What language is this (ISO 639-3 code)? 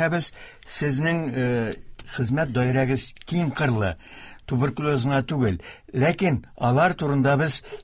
tat